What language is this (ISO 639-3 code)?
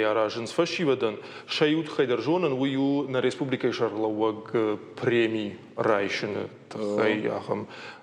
oss